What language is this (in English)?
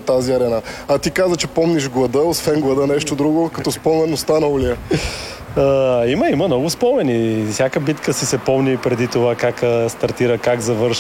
Bulgarian